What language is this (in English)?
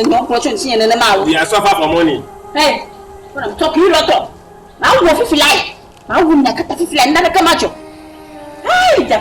Ewe